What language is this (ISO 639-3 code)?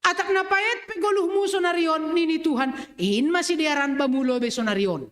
bts